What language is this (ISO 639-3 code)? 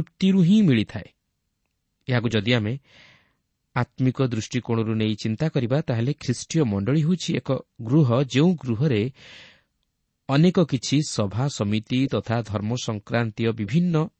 ori